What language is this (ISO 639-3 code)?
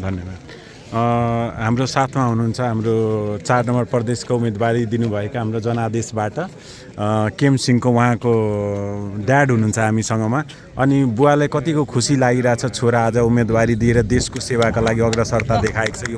nep